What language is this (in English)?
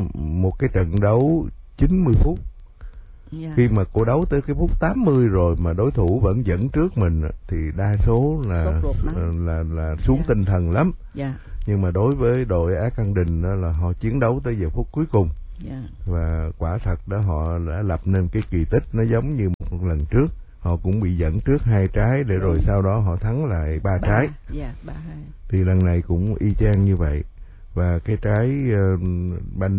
Vietnamese